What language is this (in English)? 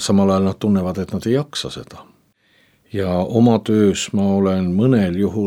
Estonian